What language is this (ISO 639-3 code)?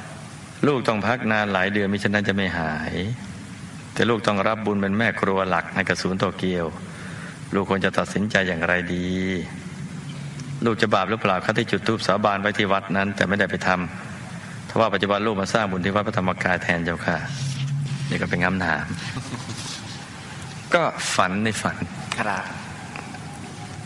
tha